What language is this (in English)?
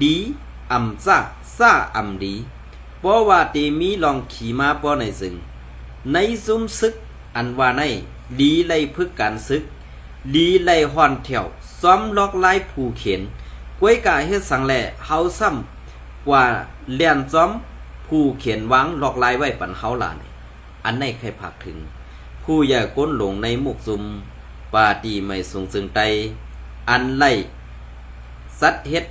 Shan